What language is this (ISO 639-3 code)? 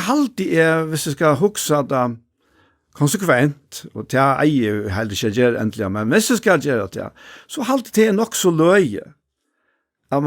fao